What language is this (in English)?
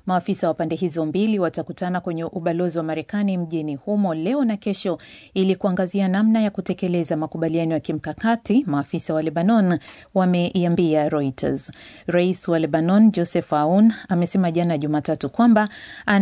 Swahili